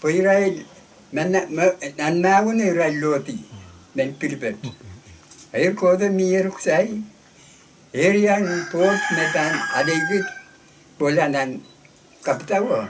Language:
Pohnpeian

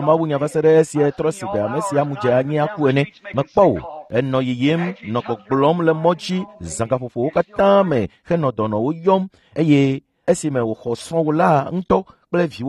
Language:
Ewe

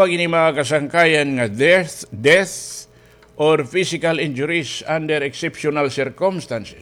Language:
Waray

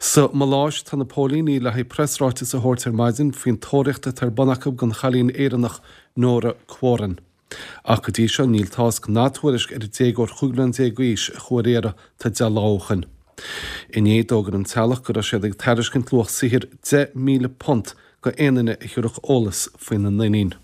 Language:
Irish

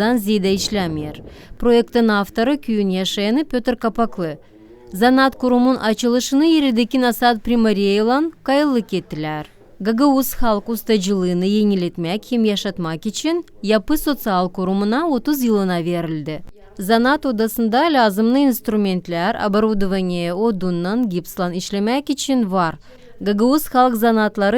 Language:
Gagauz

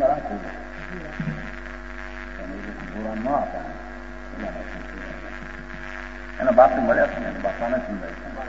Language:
Gujarati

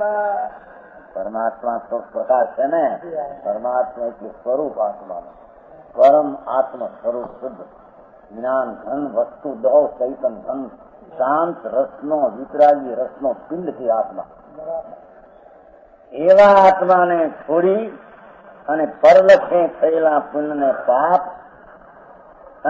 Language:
Gujarati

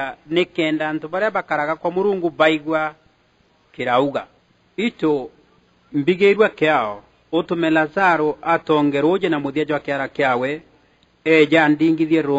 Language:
Meru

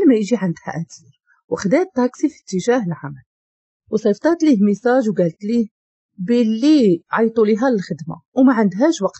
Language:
Moroccan Arabic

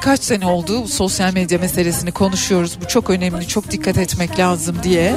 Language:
Turkish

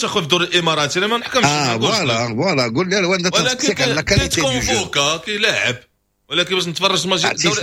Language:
Moroccan Arabic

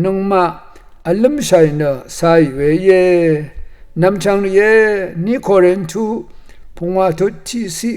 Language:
Rawang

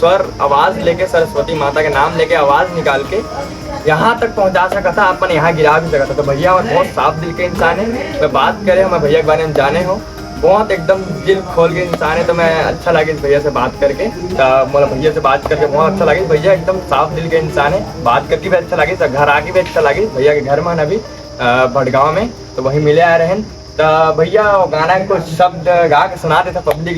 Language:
Chhattisgarhi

